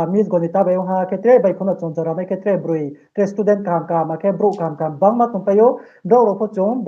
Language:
Riang (India)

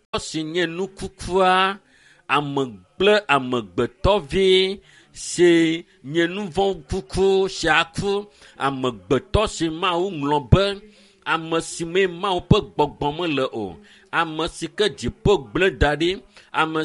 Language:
Ewe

